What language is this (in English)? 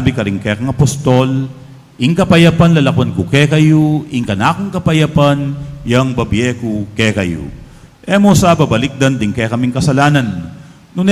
Pampanga